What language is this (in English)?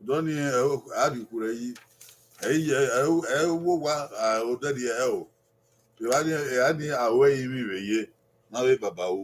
Bini